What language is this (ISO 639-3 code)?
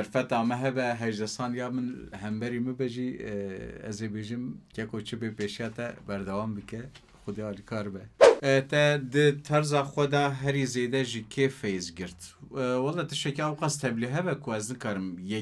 kur